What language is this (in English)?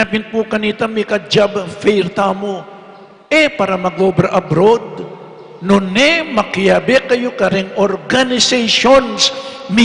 Pampanga